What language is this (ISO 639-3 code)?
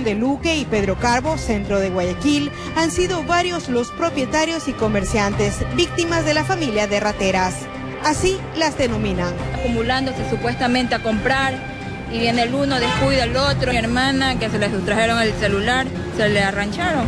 spa